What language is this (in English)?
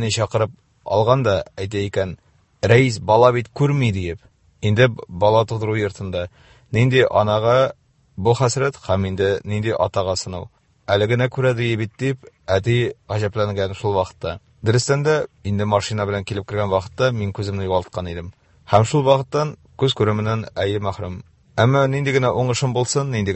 Tatar